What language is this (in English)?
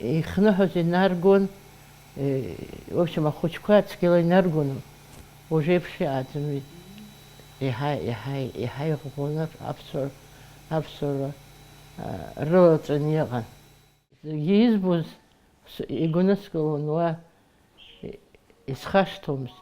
Abkhazian